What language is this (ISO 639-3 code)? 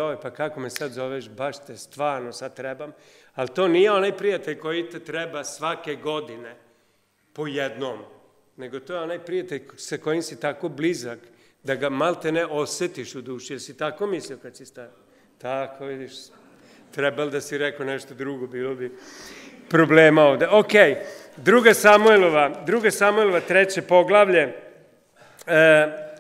srp